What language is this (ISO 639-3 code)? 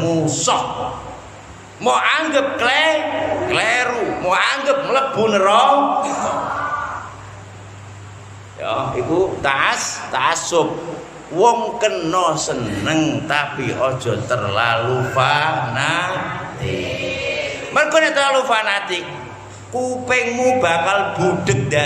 jav